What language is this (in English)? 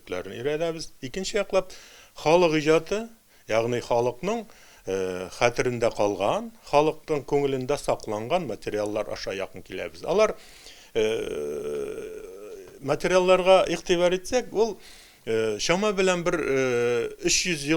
Tatar